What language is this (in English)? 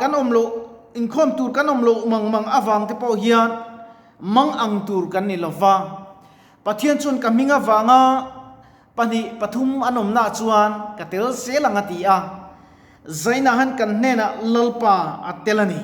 Mizo